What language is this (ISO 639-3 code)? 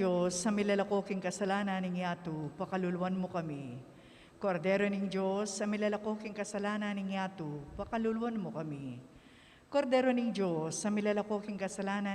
pam